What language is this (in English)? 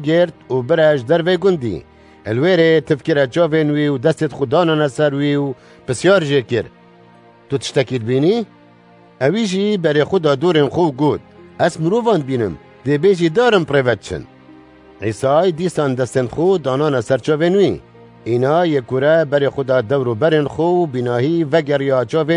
Kurdish